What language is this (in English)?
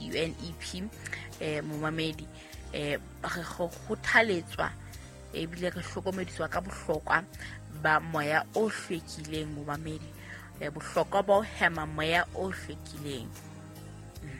Southern Sotho